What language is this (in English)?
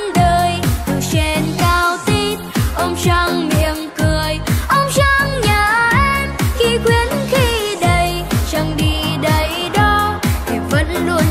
Vietnamese